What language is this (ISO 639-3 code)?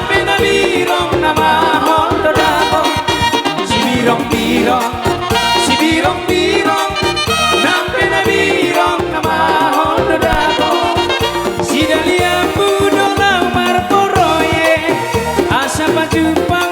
bts